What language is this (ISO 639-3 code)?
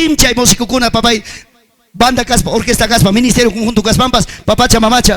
quy